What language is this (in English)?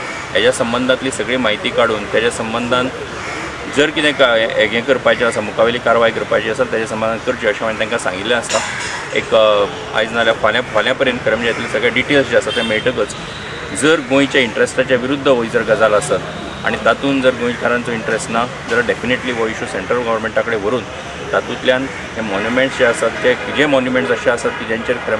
Konkani